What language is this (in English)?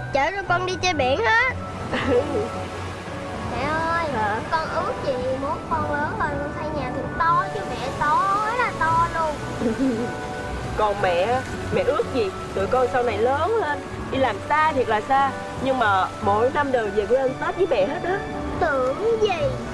Vietnamese